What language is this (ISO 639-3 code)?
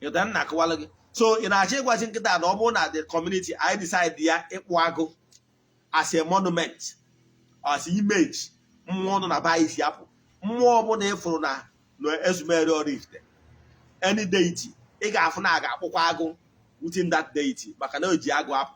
ibo